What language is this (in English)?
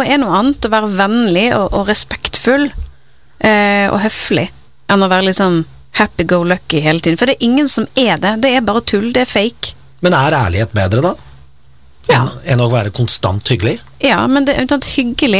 Norwegian